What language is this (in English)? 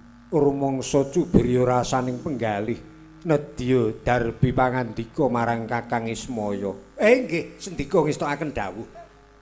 Javanese